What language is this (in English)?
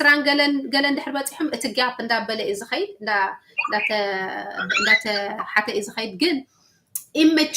Tigrinya